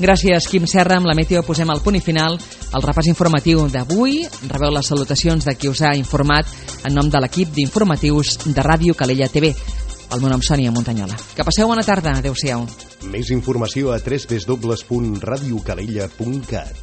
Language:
Catalan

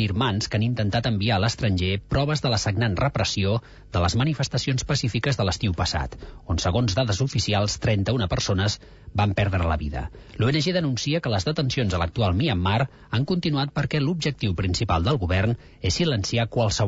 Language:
Catalan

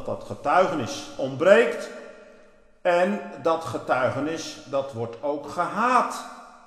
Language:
Dutch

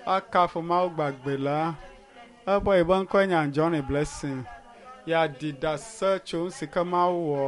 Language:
Ewe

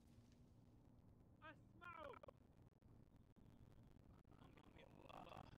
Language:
Persian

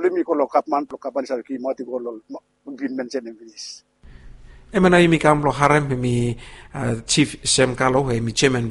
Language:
Bislama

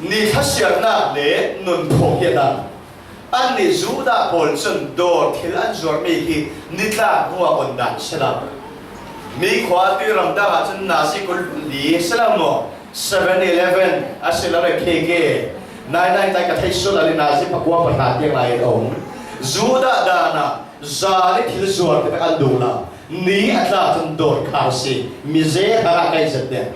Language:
Falam Chin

